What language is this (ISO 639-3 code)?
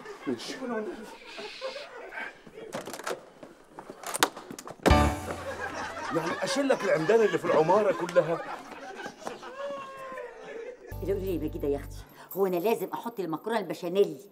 arz